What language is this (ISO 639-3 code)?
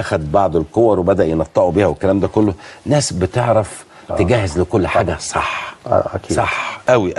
arz